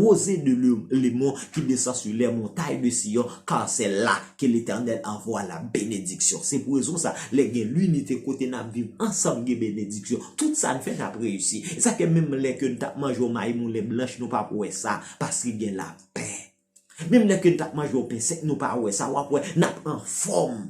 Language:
Haitian Creole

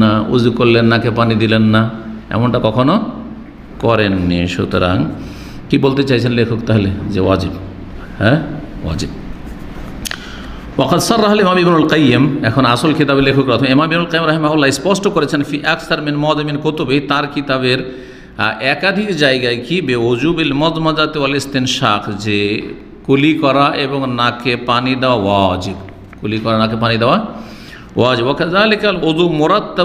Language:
Bangla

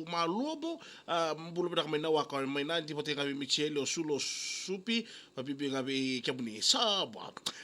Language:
Fijian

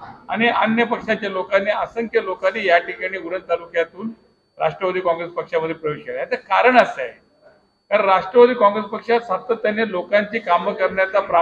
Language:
Marathi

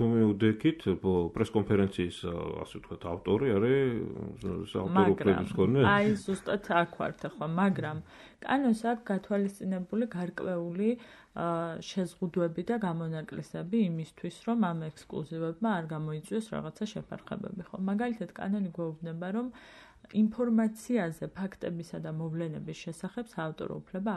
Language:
Georgian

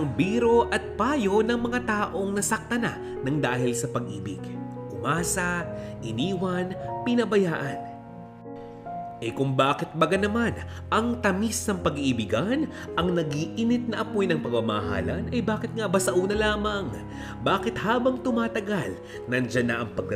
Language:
Filipino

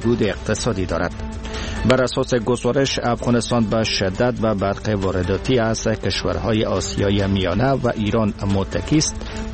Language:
Persian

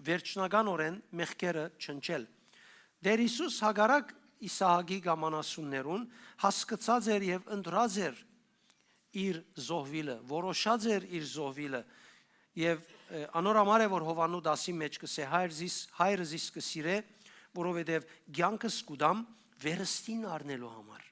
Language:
Western Armenian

